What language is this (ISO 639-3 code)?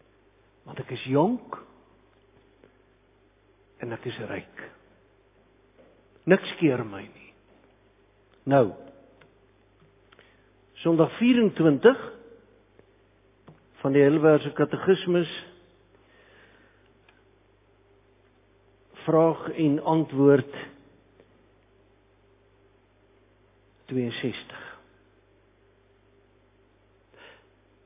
afr